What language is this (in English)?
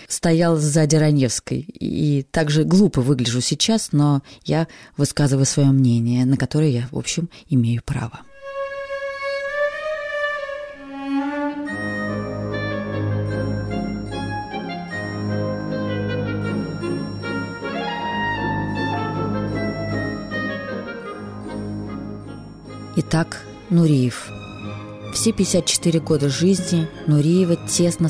Russian